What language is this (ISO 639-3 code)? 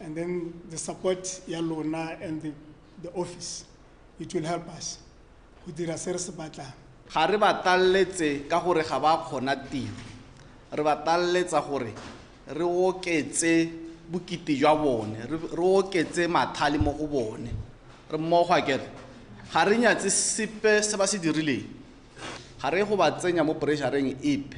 tsn